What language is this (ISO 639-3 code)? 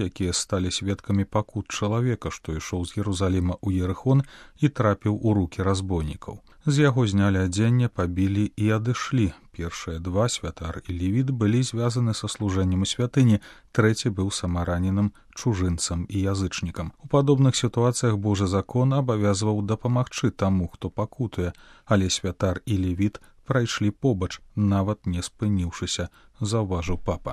bel